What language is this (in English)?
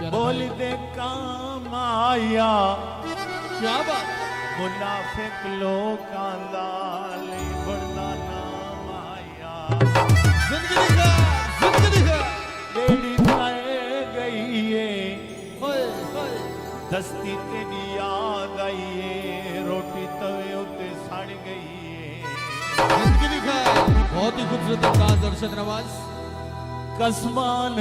Saraiki